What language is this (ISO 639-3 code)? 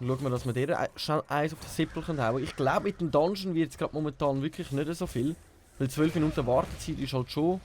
gsw